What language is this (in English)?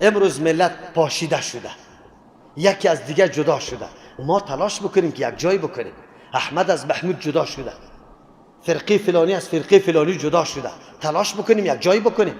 Persian